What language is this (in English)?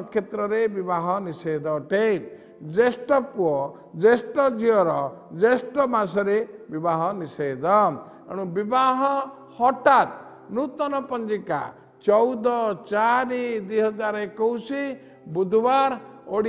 Odia